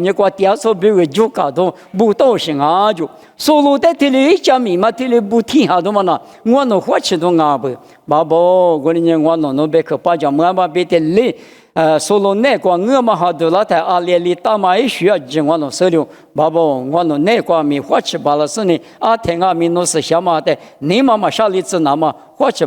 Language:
Lisu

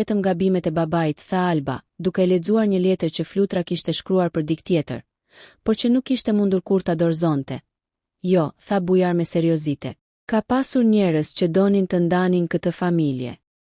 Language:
Albanian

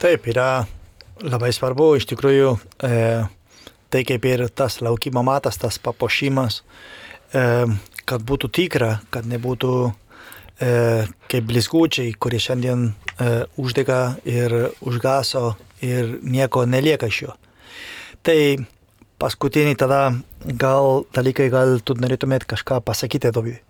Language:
Lithuanian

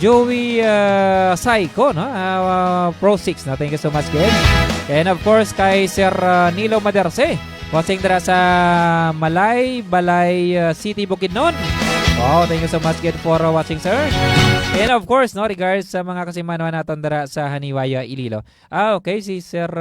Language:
Hiligaynon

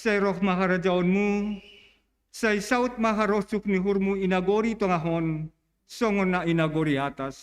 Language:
Batak Simalungun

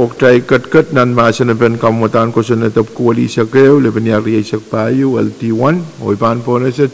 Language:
Pohnpeian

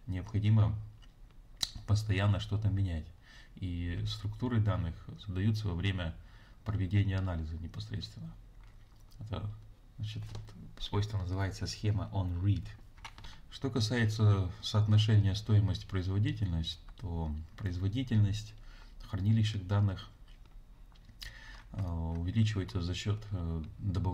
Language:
Russian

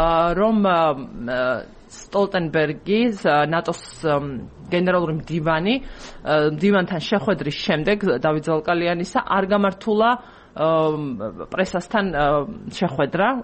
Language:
Georgian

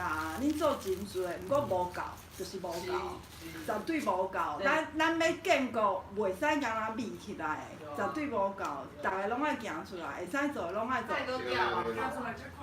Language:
Min Nan Chinese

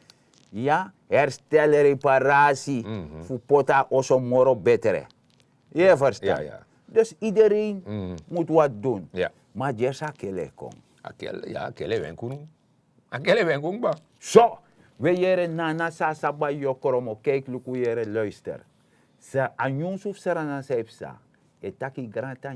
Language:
Sranan Tongo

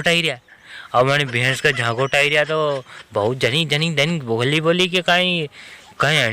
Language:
Rajasthani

